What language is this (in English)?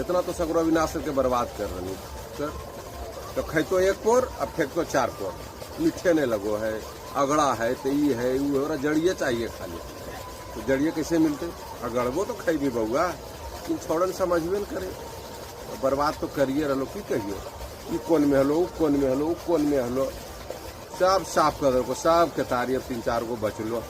Magahi